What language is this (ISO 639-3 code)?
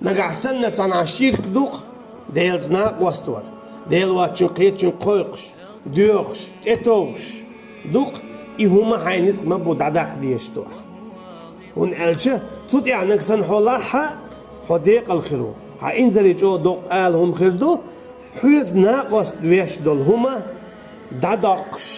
che